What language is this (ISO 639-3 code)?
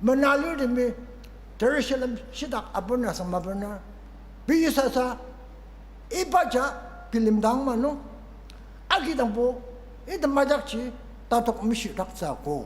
njo